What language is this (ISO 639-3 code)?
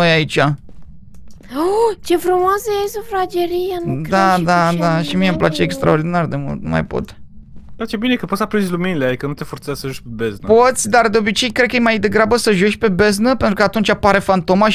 ron